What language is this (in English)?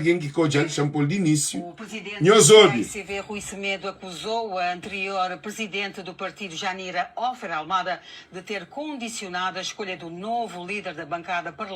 Kabuverdianu